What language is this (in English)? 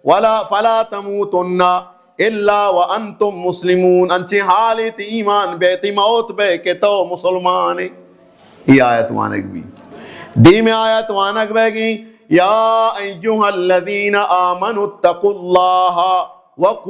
Baluchi